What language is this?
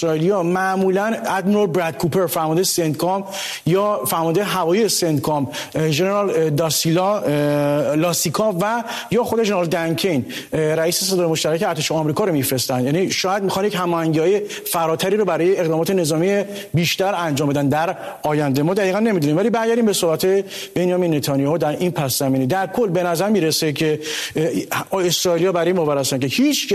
Persian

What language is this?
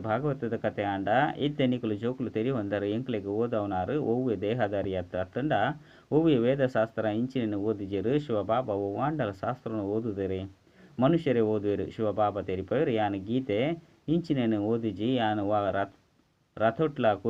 Tulu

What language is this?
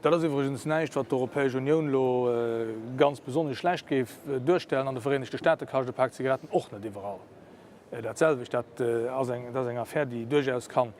Luxembourgish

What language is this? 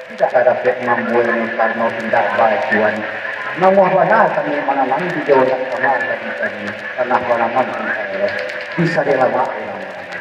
Minangkabau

